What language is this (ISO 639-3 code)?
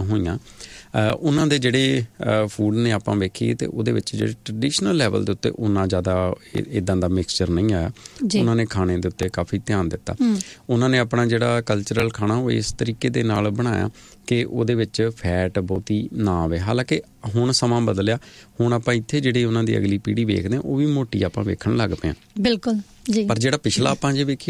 pan